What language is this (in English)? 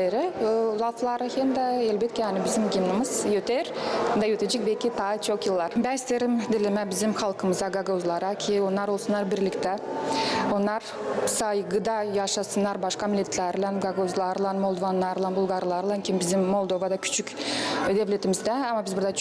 Gagauz